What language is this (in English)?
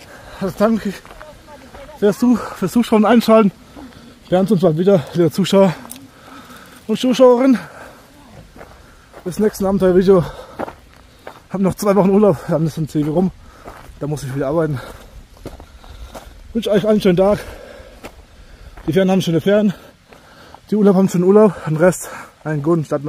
German